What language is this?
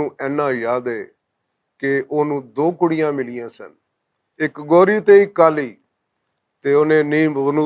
Western Panjabi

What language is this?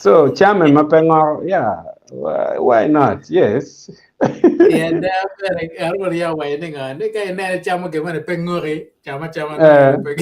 Acoli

